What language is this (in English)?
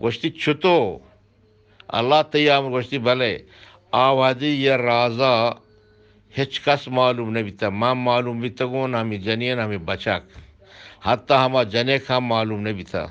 Eastern Balochi